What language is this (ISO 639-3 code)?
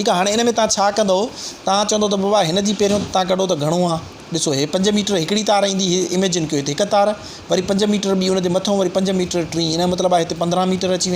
snd